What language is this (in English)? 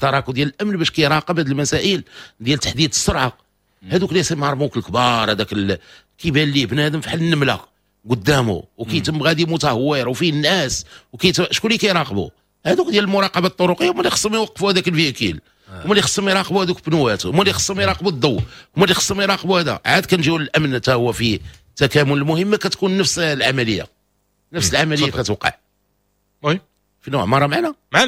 Moroccan Arabic